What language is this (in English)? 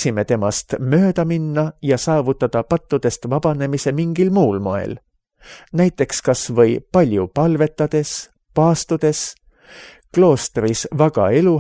Estonian